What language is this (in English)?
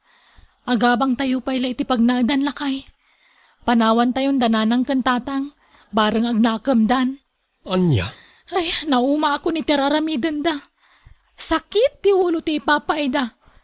Iloko